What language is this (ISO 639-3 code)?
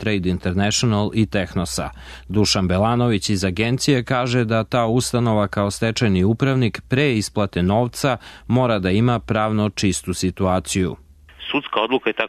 srp